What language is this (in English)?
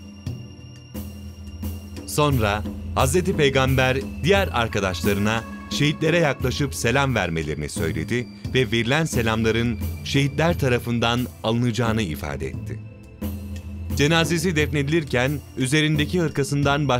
Turkish